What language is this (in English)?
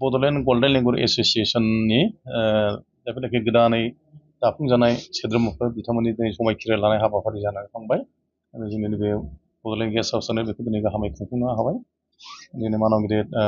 Bodo